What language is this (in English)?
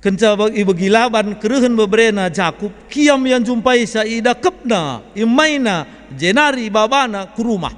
Batak Karo